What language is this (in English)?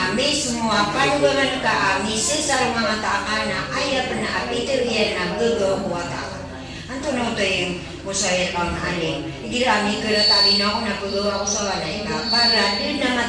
Maranao